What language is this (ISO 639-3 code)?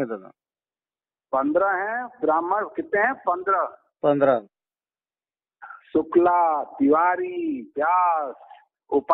hin